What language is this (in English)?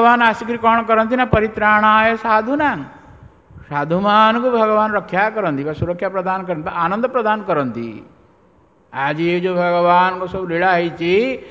Odia